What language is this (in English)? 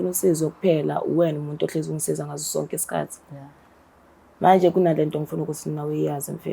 Zulu